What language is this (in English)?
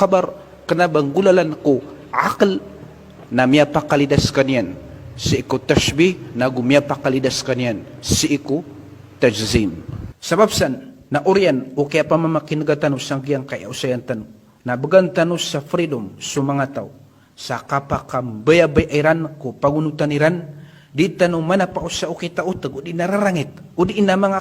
Maranao